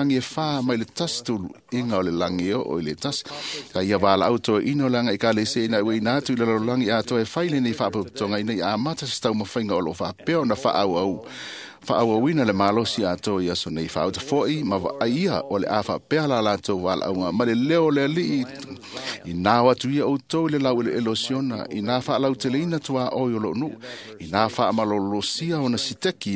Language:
Samoan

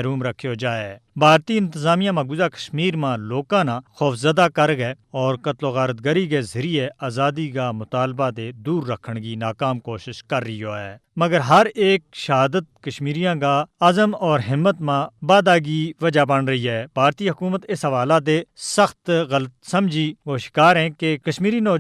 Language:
Gujari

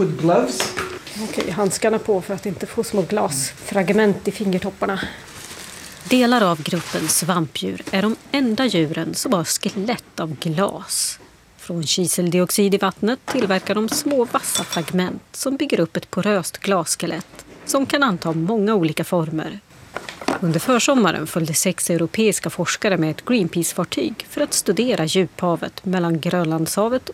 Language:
Swedish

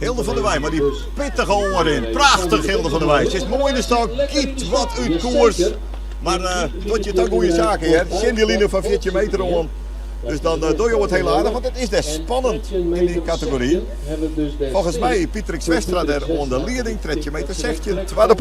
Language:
Western Frisian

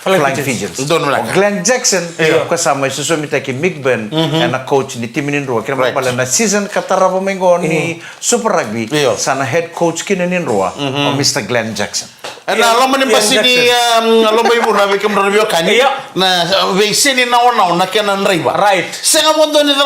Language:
Fijian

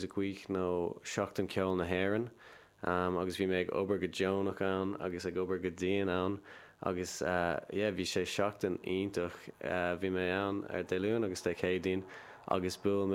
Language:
Irish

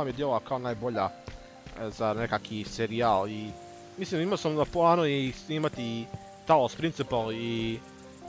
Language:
Croatian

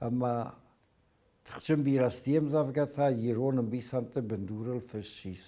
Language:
Ossetic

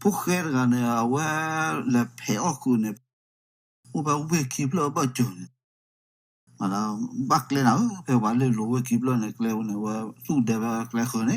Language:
S'gaw Karen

